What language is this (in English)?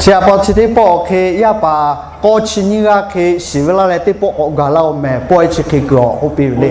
Lahu